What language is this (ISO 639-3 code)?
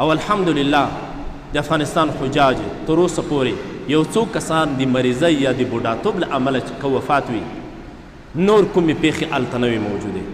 pus